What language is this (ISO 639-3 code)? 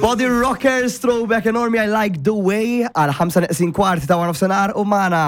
mlt